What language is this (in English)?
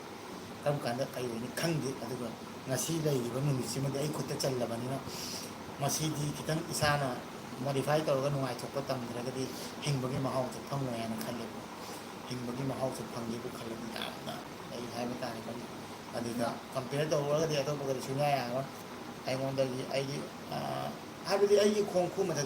Manipuri